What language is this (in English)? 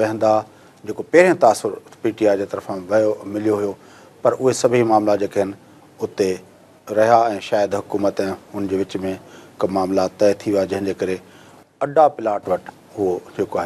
Sindhi